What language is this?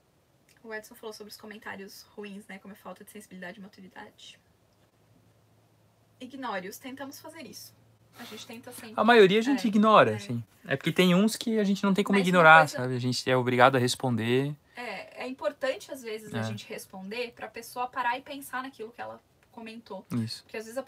Portuguese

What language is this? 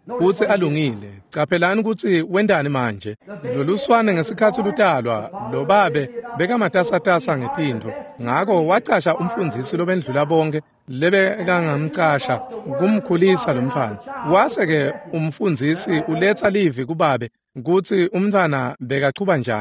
Swati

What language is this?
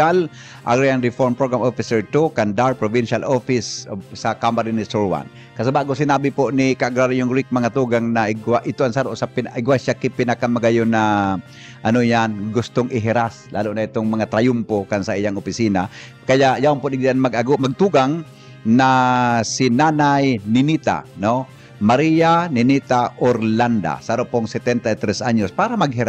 Bikol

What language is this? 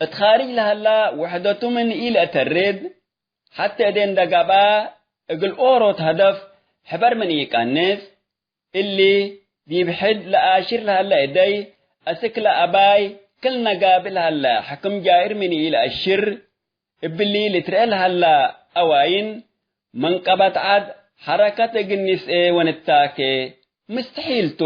Tigre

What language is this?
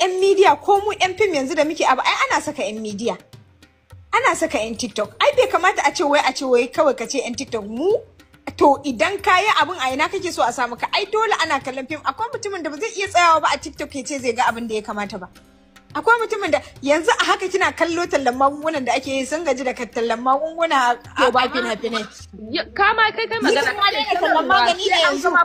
Hausa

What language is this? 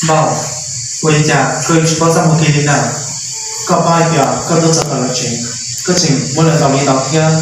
Hmong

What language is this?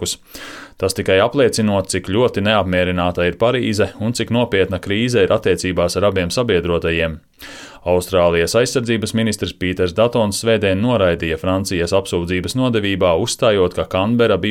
Latvian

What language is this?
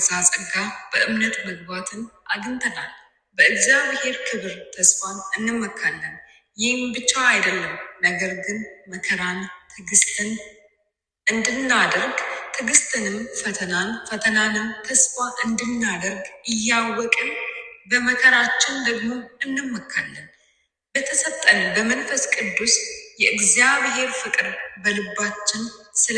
Amharic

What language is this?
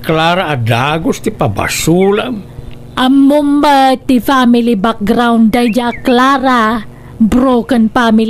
Iloko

